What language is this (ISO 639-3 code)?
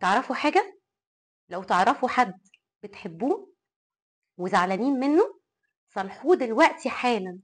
arz